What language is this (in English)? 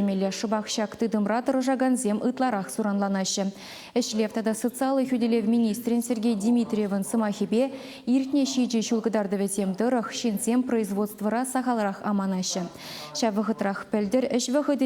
Chuvash